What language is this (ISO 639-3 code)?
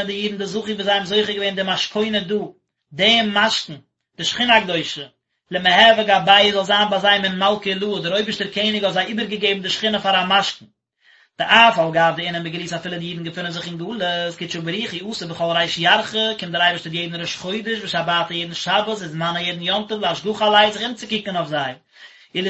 yid